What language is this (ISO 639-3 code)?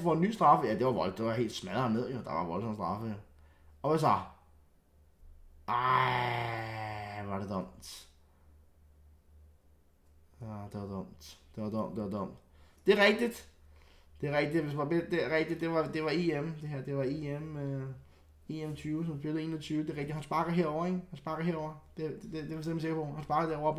dan